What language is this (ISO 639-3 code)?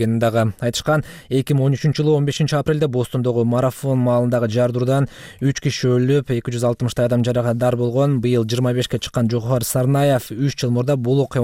kir